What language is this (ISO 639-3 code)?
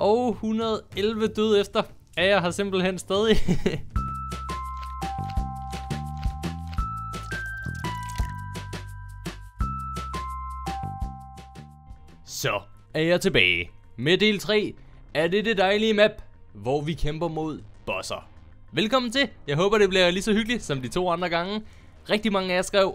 dan